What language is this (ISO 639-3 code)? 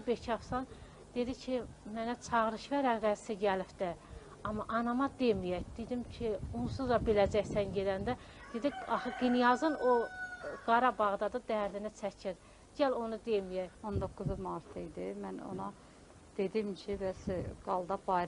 aze